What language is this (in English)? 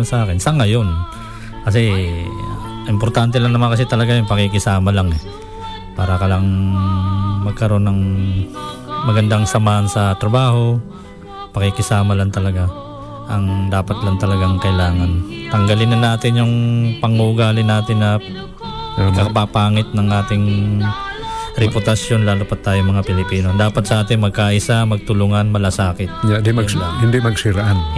Filipino